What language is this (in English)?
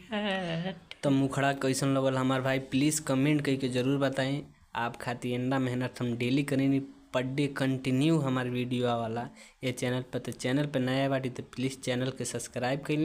Bhojpuri